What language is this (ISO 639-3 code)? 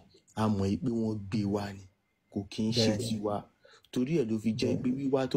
yor